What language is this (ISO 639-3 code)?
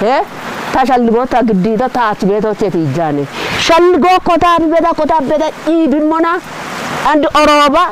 kbr